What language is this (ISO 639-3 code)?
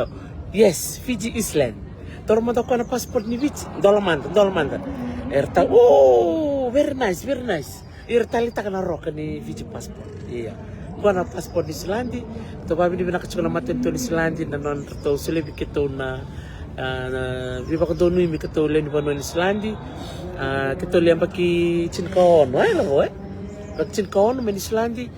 fij